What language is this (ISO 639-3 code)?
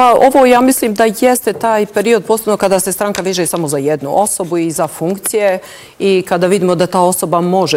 bos